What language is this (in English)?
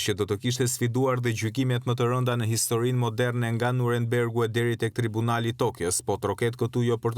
Albanian